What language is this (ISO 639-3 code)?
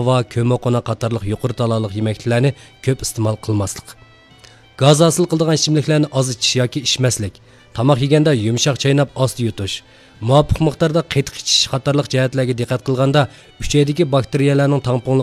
uig